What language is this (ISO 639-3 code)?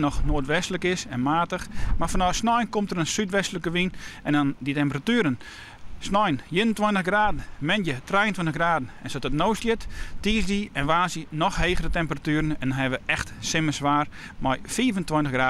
fry